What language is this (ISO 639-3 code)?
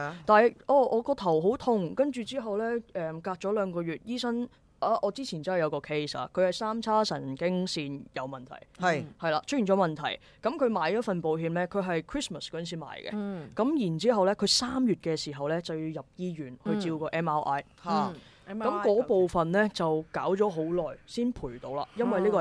yue